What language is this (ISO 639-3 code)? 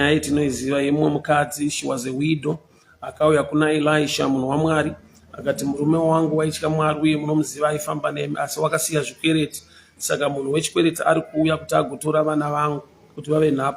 sna